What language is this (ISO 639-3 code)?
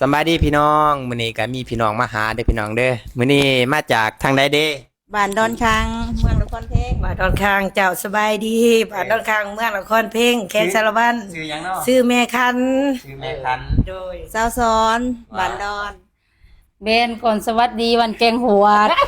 lao